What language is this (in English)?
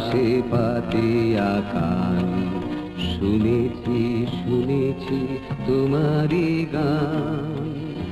Bangla